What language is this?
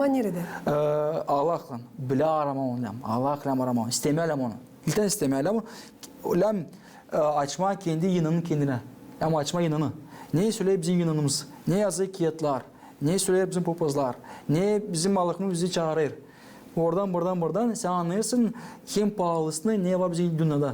Gagauz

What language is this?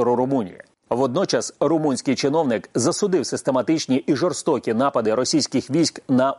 Ukrainian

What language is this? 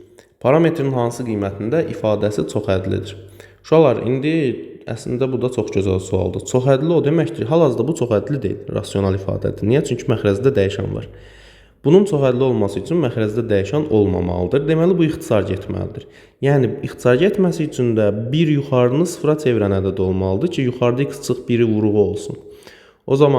Azerbaijani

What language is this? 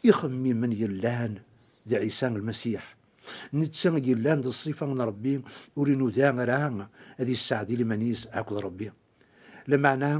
Kabyle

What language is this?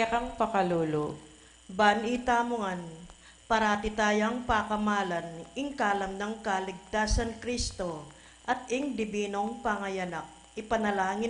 Pampanga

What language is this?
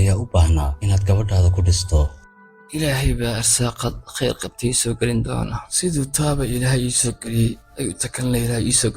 Somali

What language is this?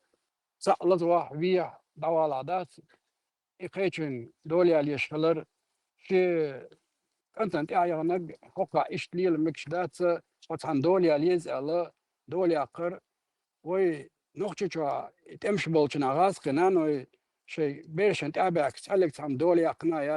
Chechen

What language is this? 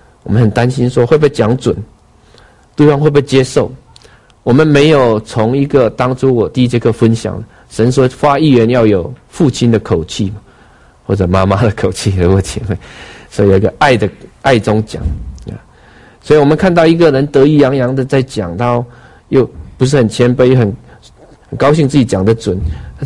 Chinese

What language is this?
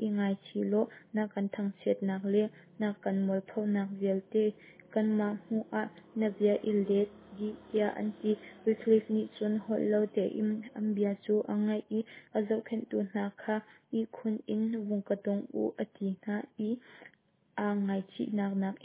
Hakha Chin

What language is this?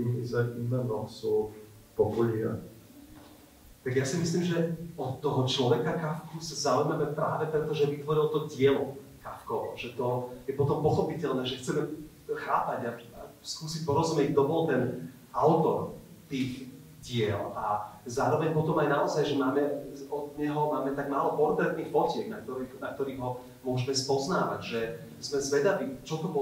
Slovak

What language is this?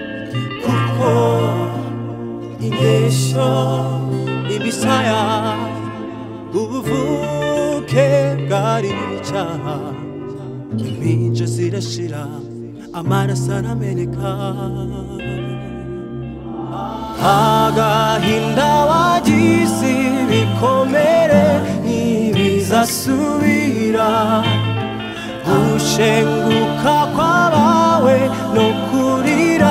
Kinyarwanda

